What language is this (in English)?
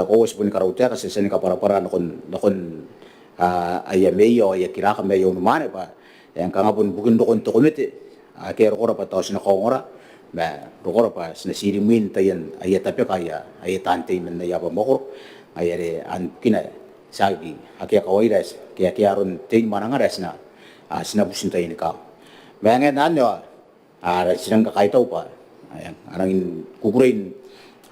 Gilbertese